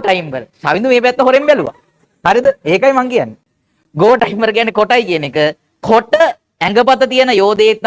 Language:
Sinhala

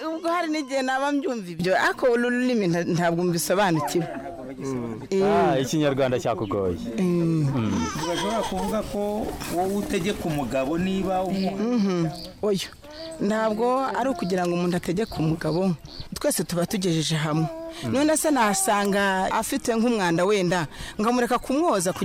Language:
Kinyarwanda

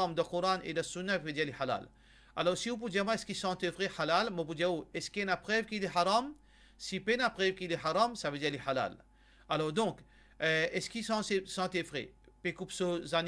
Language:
Morisyen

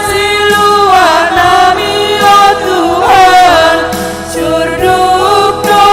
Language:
Batak Simalungun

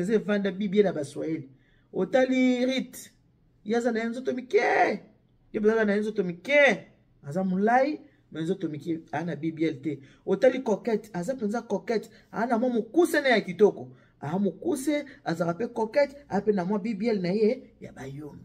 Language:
Lingala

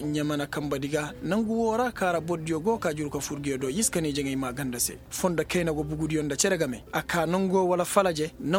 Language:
Koyraboro Senni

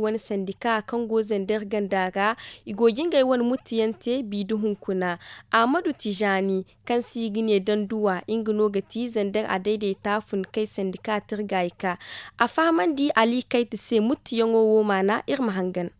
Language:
Zarma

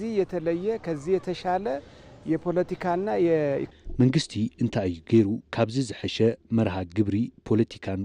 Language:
Tigrinya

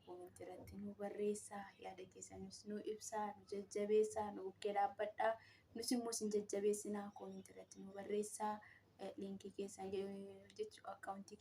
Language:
Oromo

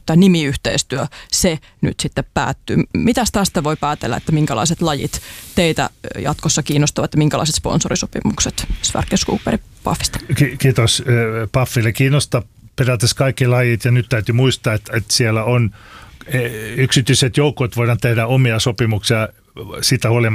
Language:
Finnish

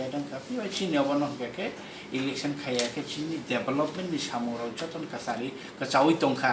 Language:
Kok Borok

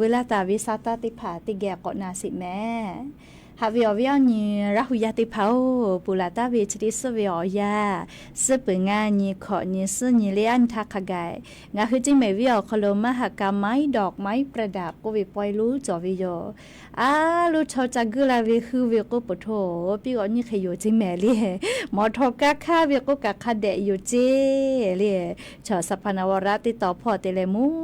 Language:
Lahu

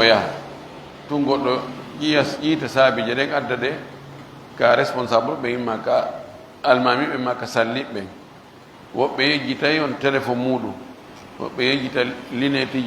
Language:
Pular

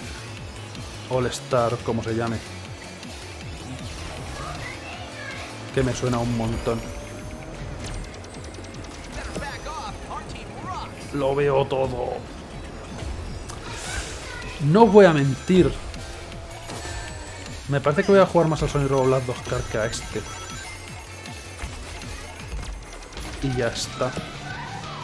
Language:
Spanish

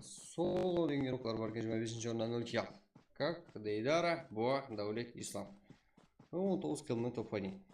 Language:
Kara-Kalpak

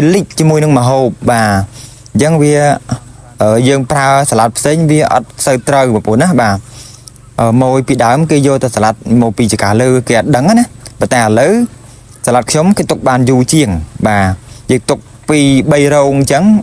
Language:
Khmer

